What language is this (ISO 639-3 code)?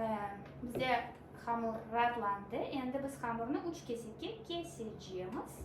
crh